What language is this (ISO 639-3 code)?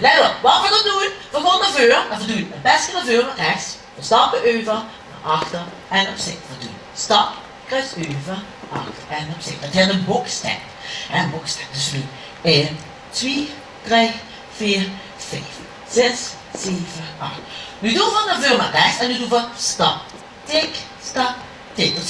lim